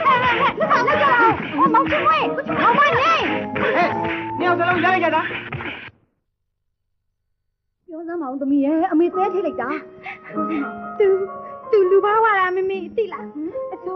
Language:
Burmese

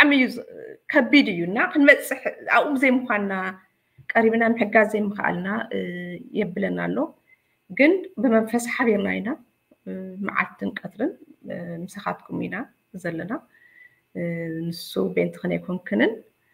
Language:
Tigrinya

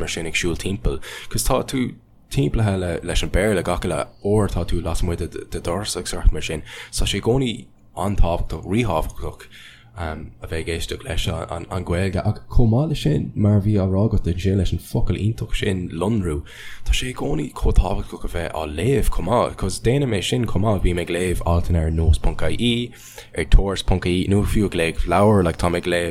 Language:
Irish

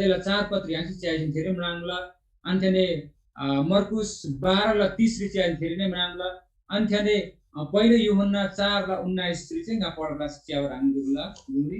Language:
Eastern Tamang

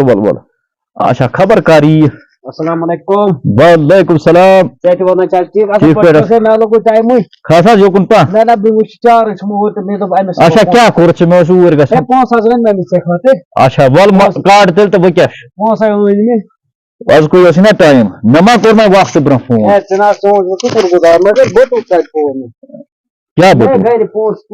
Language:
Kashmiri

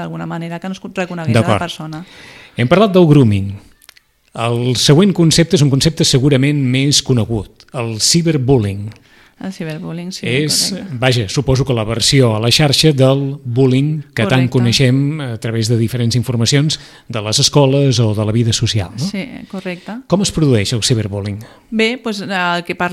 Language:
Catalan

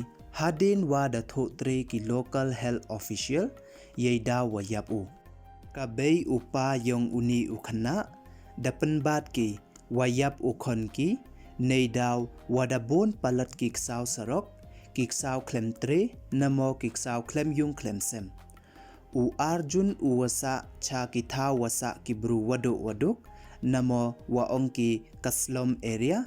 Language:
Pnar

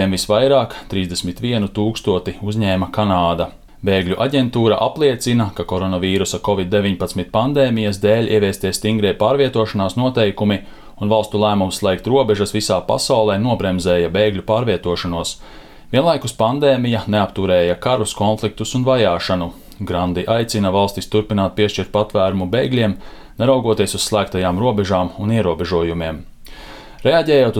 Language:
Latvian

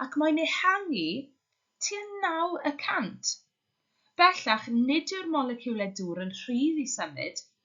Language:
Welsh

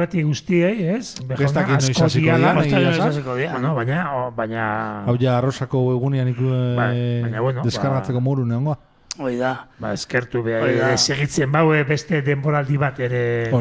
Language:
Basque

